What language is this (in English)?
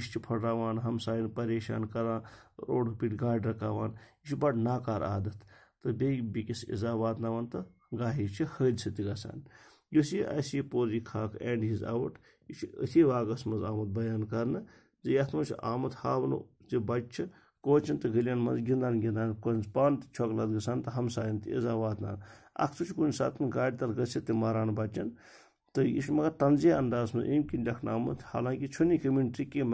Kashmiri